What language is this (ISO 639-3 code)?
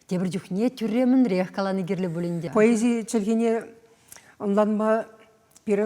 chv